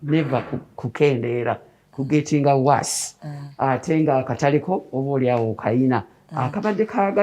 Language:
Ganda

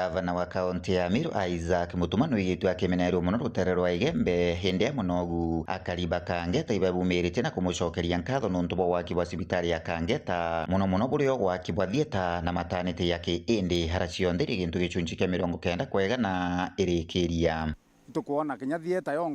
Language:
Meru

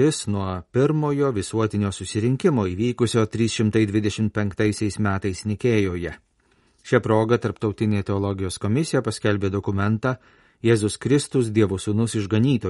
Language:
Lithuanian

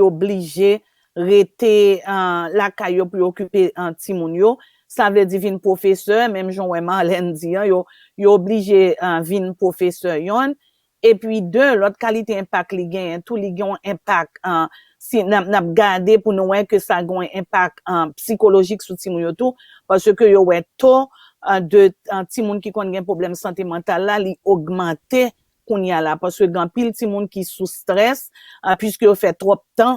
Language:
Haitian Creole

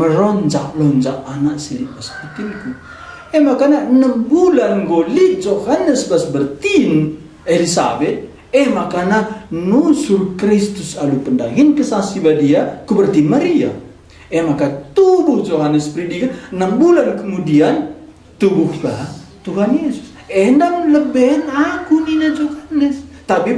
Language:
Batak Karo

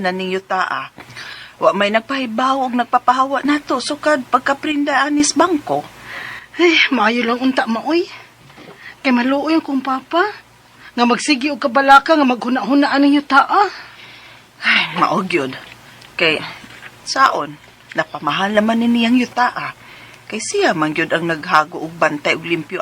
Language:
Cebuano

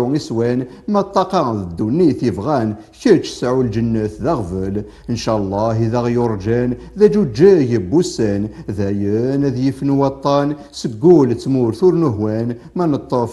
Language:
Kabyle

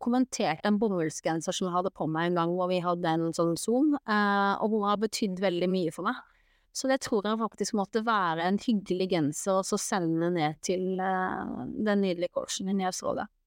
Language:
Norwegian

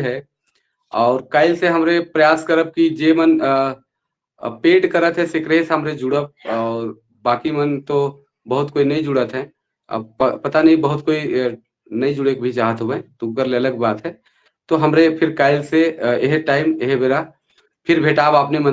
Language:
Sadri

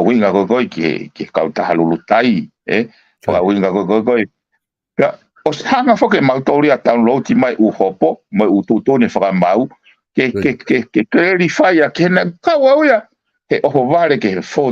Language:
Tongan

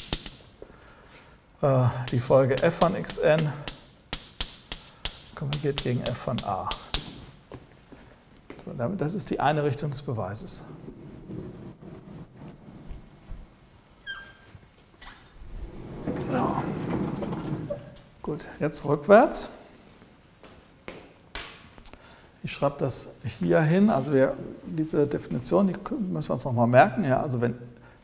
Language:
German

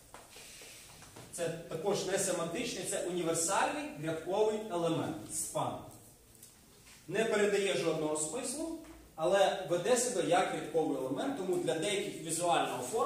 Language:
Ukrainian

